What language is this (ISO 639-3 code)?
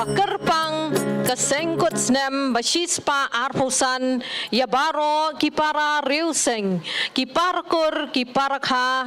kha